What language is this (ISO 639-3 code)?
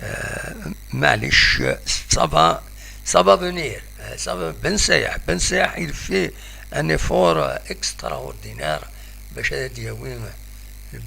kab